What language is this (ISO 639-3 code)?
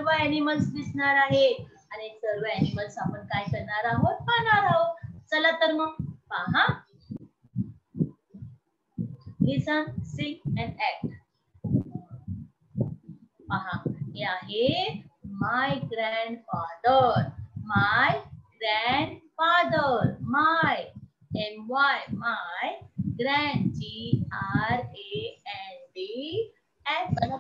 mar